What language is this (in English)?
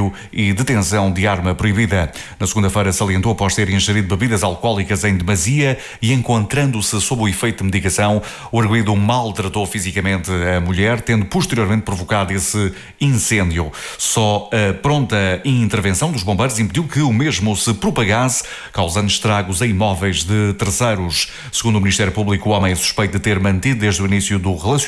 Portuguese